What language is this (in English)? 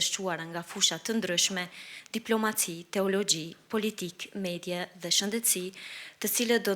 Albanian